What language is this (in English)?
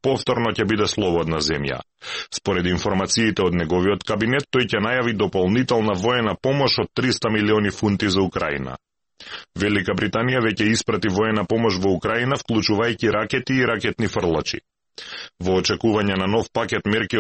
Macedonian